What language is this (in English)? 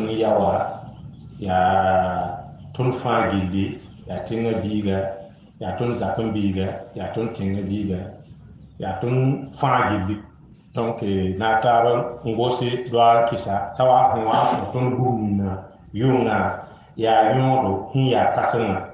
Mossi